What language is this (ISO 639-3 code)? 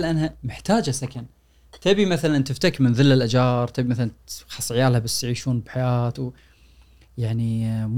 afb